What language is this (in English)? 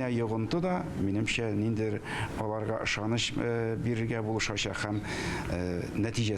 Tatar